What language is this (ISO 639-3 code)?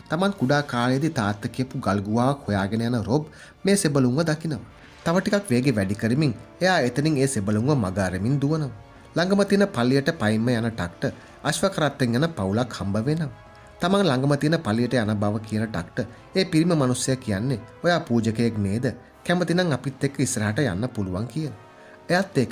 sin